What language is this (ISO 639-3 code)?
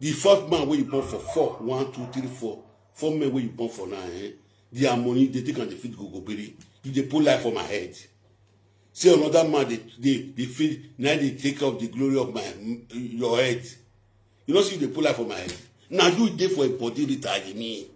pcm